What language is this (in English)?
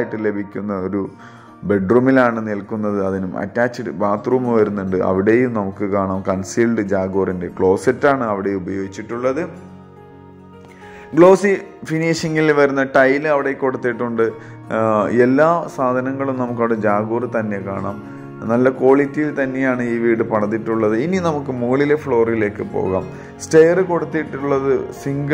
Malayalam